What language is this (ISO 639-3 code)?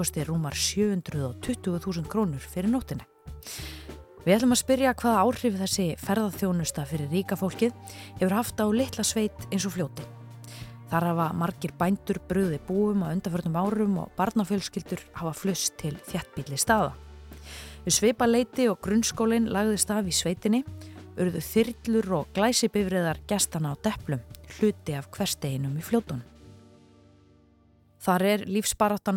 isl